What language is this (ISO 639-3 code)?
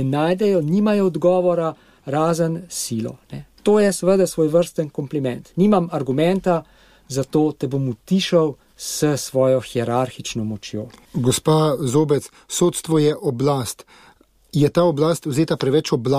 slv